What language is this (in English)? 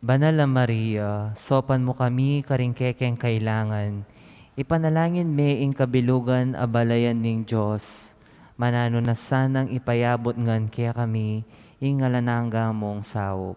Pampanga